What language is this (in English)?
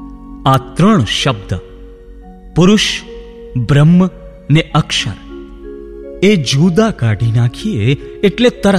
Gujarati